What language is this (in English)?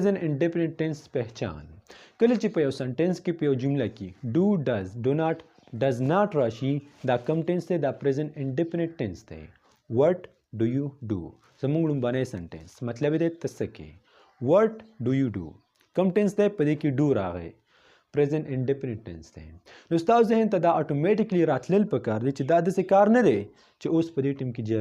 Pashto